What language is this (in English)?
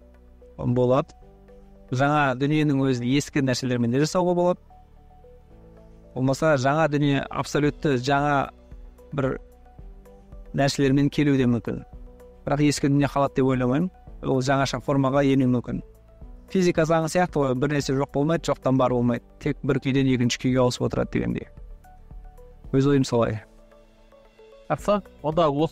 Kazakh